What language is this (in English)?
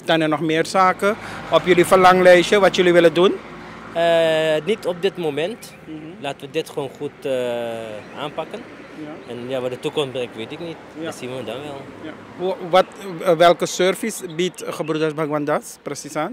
Dutch